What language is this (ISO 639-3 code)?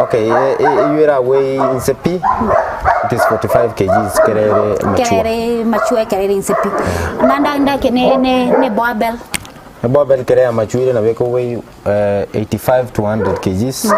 guz